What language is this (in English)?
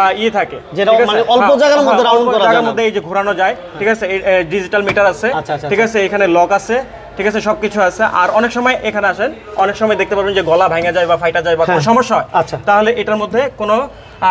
Bangla